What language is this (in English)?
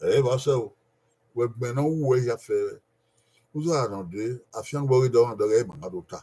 Bini